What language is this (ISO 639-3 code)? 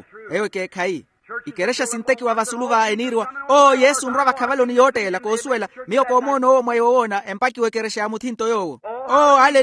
vmw